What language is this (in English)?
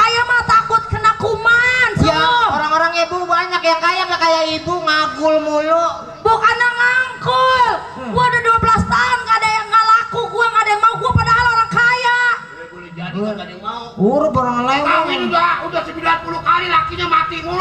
Betawi